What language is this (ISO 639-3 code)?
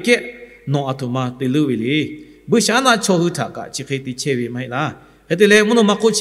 lhu